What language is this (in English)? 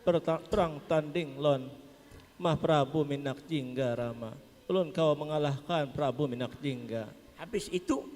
Banjar